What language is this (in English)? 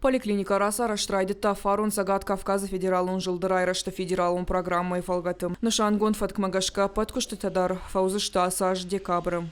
Ossetic